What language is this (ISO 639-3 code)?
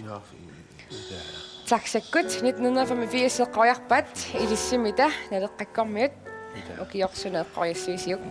kal